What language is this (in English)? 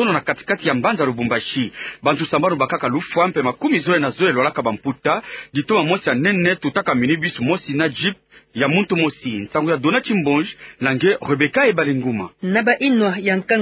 Kituba (Democratic Republic of Congo)